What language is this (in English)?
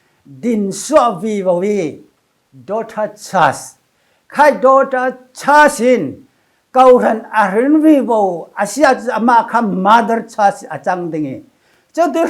Falam Chin